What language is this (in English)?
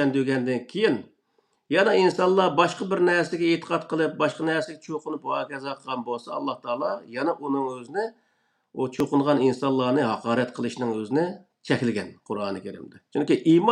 Uyghur